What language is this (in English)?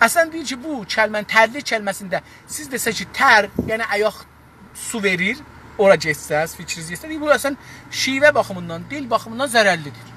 South Azerbaijani